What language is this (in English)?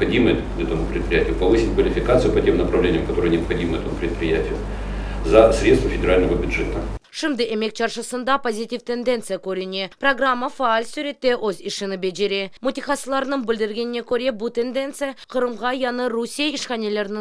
Crimean Tatar